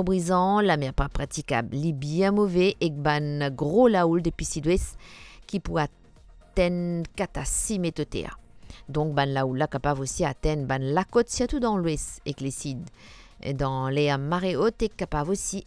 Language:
Morisyen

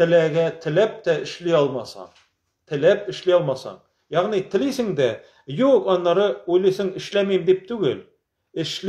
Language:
Tatar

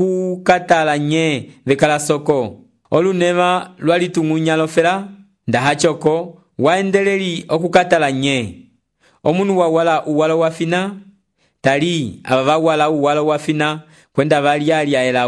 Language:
Umbundu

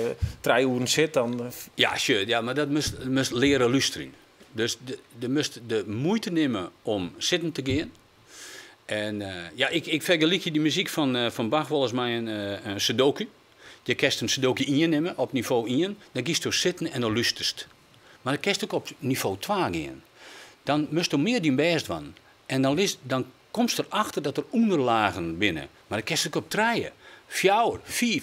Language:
Western Frisian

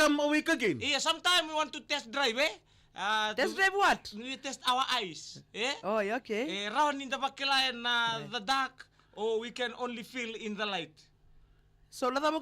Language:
Fijian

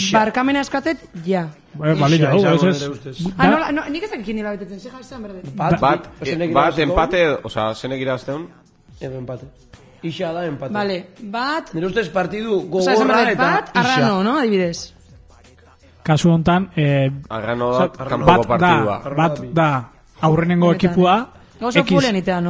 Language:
Basque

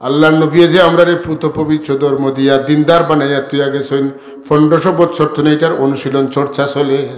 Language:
Sylheti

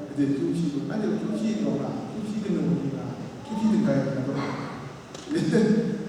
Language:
Kachin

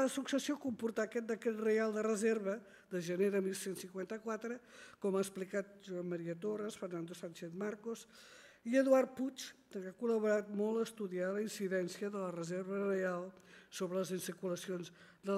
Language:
Catalan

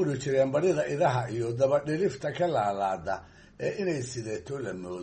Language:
Somali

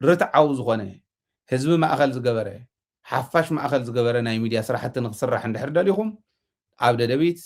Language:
Tigrinya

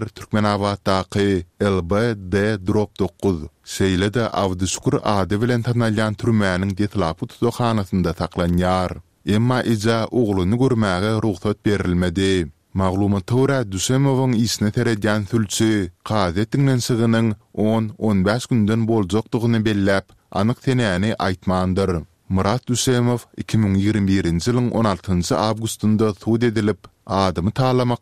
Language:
Turkmen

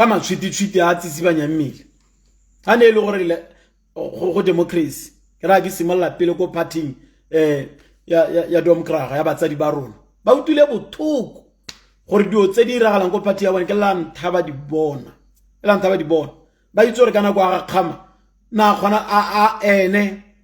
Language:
Tswana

